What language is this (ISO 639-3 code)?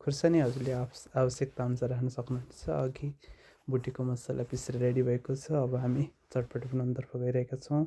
nep